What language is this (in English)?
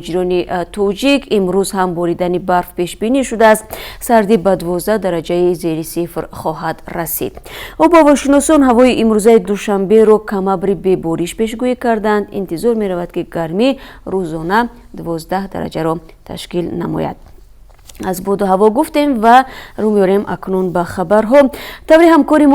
Tajik